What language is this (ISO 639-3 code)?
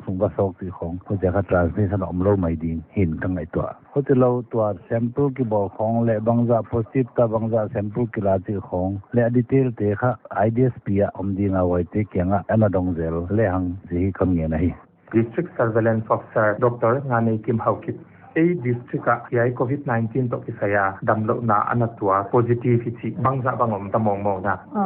pck